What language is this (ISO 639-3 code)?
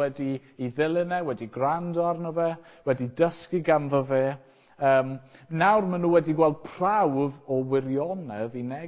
cym